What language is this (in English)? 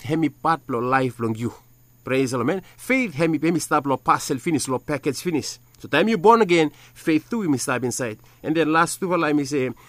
Bislama